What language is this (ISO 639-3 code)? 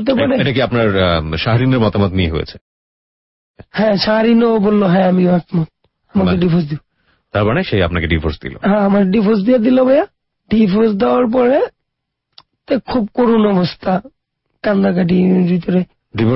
ben